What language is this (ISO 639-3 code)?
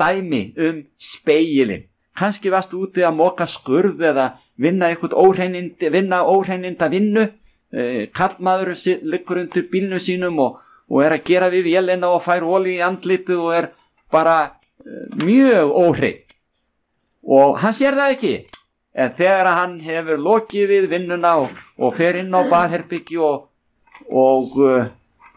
isl